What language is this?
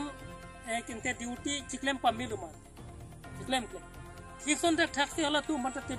Karbi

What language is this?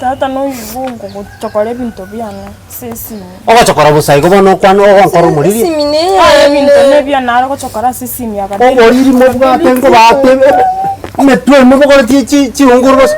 Gusii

